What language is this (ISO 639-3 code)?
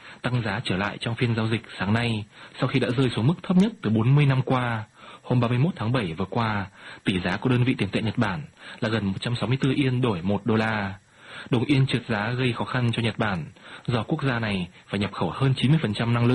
vie